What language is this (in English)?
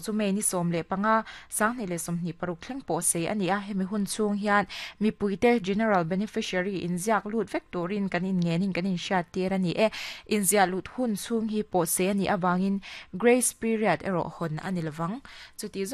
Mizo